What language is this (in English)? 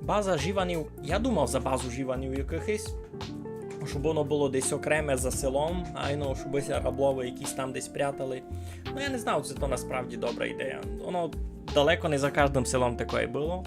Rusyn